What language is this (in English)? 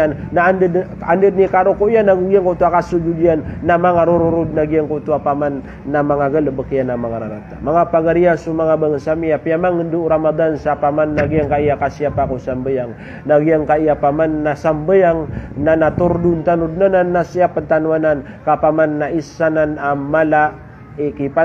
Maranao